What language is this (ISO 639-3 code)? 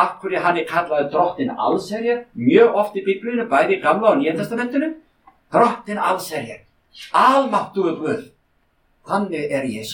isl